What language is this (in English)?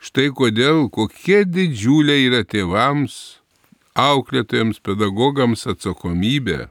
Lithuanian